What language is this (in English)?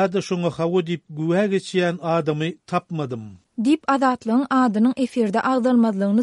Turkmen